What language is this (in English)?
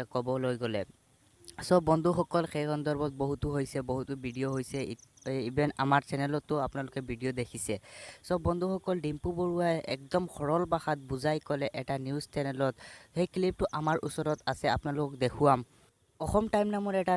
Assamese